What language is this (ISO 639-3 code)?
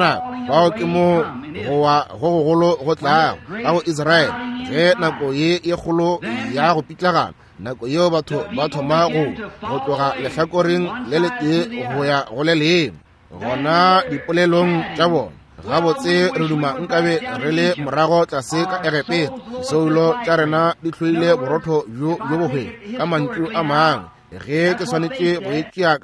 nso